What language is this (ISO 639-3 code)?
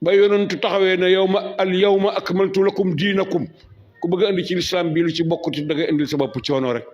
wol